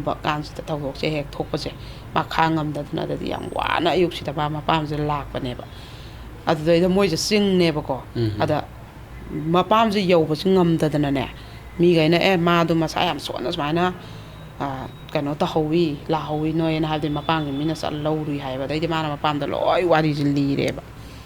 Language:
Manipuri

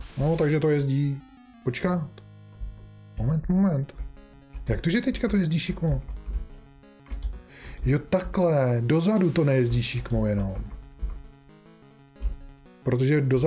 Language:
Czech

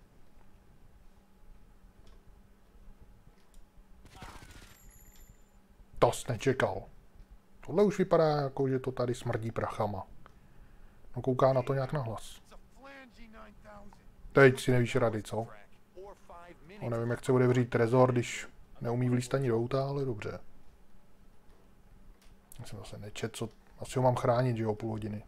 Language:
Czech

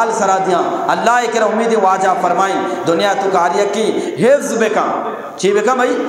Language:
Eastern Balochi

